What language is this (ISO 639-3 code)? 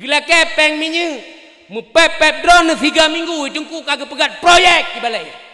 ace